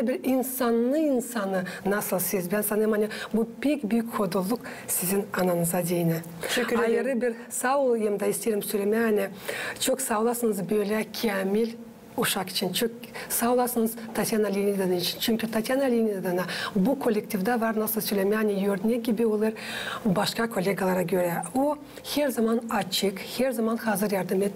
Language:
Gagauz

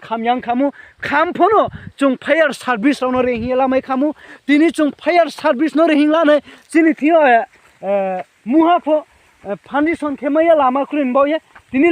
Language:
Riang (India)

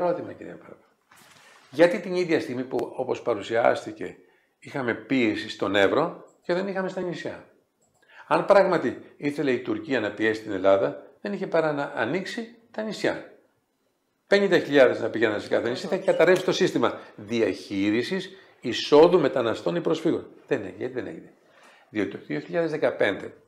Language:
Greek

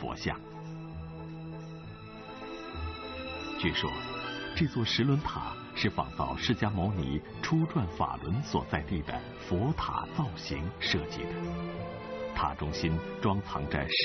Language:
Chinese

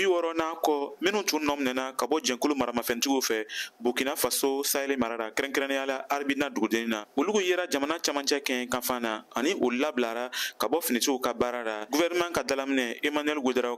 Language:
Bambara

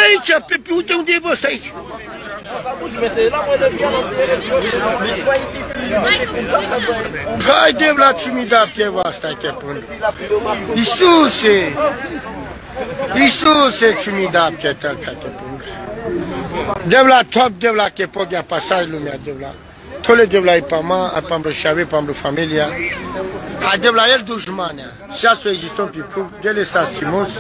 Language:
Romanian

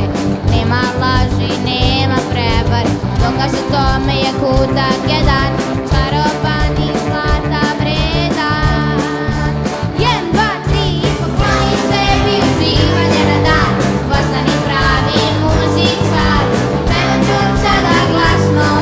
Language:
Serbian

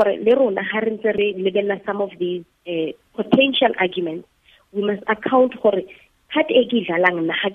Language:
Tswana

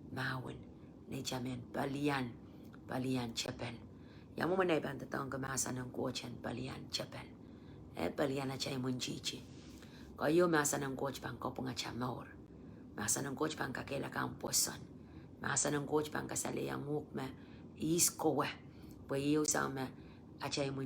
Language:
Pohnpeian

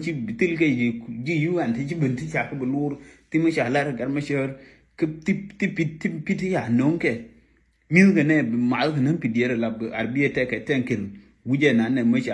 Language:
Nuer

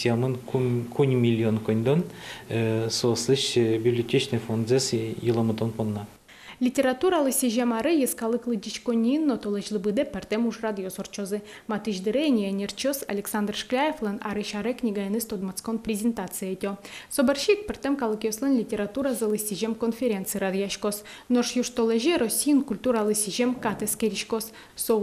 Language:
Udmurt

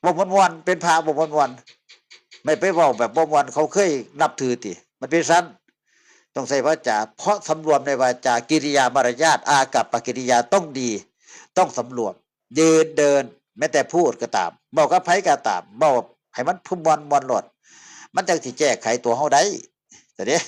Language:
Northeastern Thai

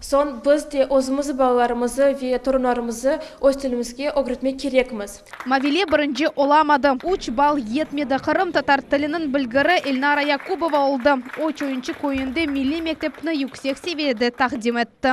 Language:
Crimean Tatar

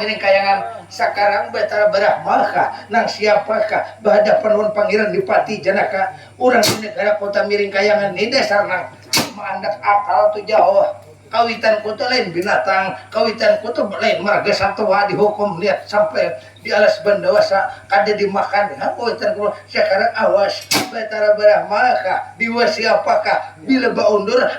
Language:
Banjar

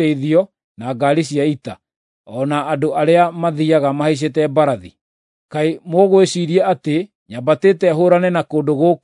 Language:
Kikuyu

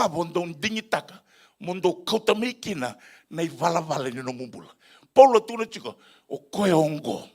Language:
Fijian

